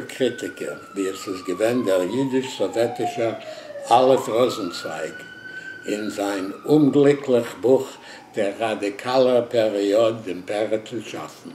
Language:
Yiddish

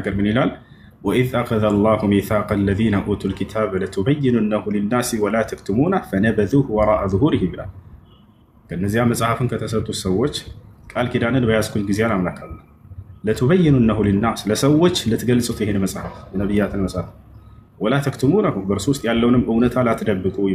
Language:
Amharic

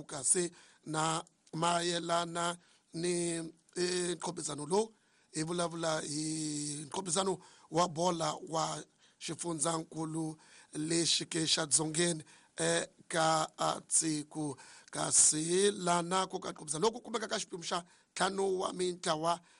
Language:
Tsonga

